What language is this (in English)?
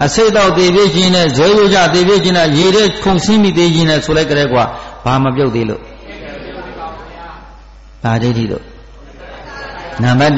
Burmese